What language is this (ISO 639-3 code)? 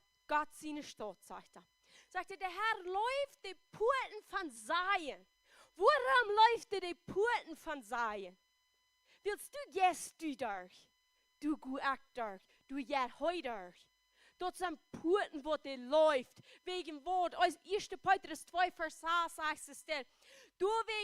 pdt